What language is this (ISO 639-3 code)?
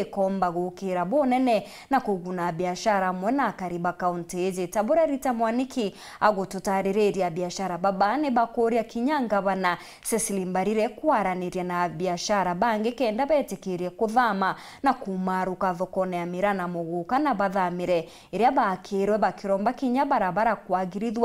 mer